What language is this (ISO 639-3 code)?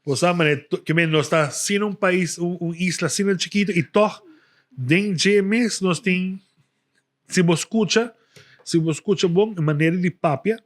pap